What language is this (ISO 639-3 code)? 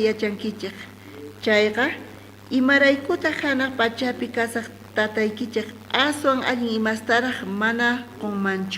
quh